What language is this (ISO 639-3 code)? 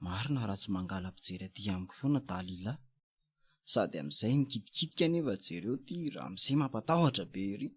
mlg